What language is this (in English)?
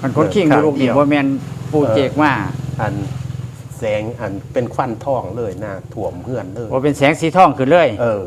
Northeastern Thai